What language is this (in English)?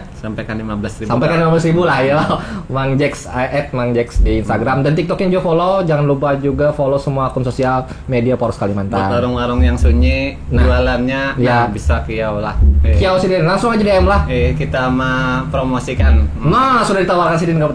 Banjar